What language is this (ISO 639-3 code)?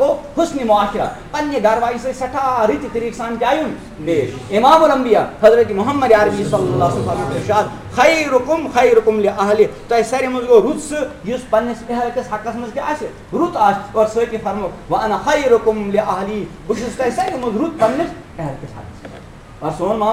kas